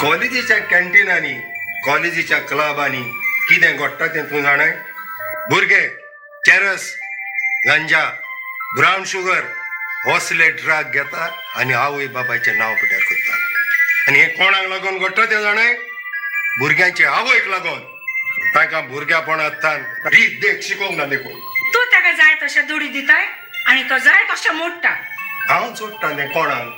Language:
Konkani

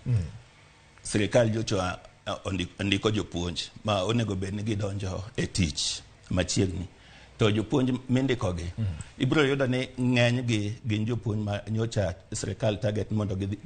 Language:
Luo (Kenya and Tanzania)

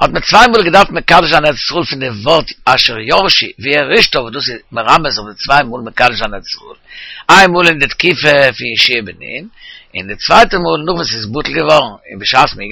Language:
Yiddish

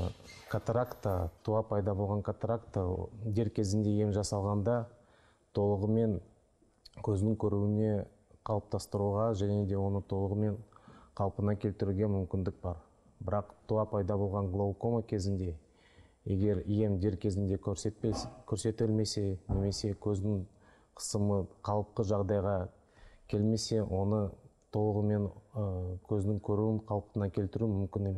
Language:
Kazakh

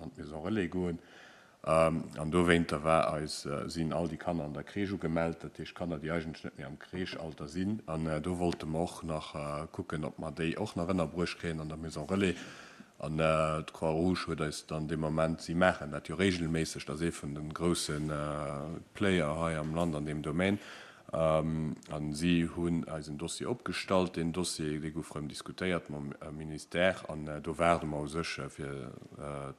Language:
Luxembourgish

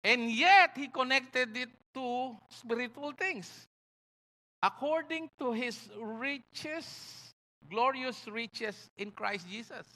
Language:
Pampanga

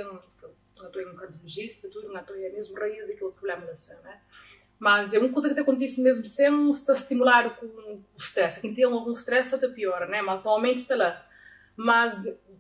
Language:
Kabuverdianu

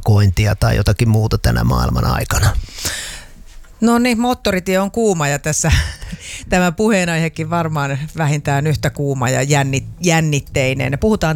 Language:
Finnish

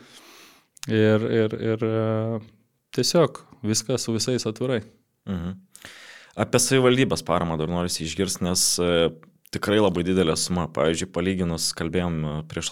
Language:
Lithuanian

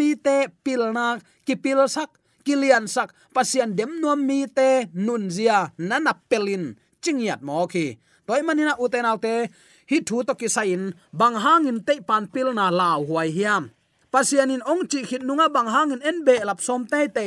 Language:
Tedim Chin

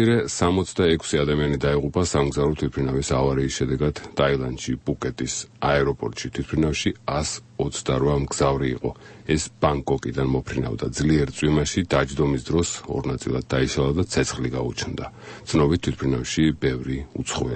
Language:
Georgian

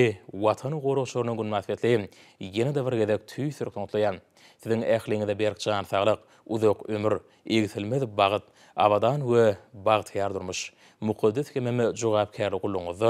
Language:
Turkmen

